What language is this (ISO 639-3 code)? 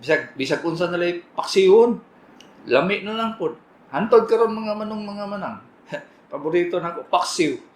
ceb